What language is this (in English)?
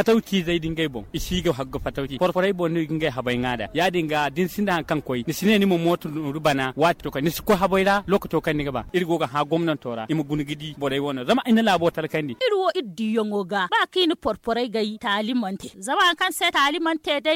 Zarma